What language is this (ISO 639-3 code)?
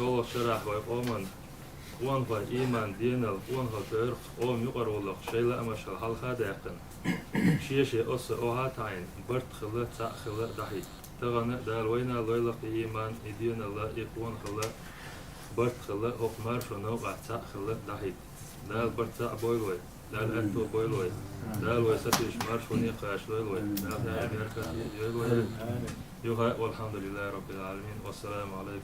che